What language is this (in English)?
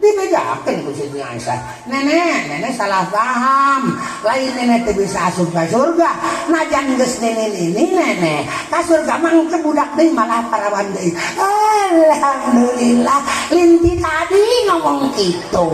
Sundanese